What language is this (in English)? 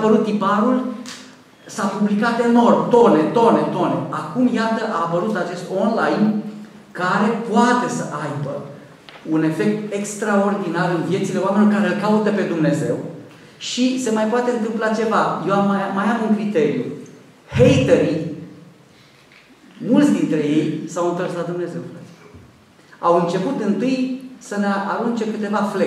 Romanian